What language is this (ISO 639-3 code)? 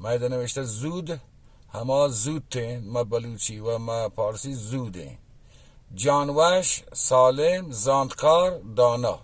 bal